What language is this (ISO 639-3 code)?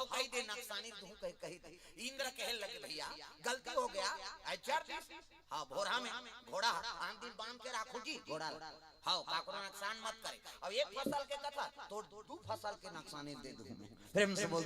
hne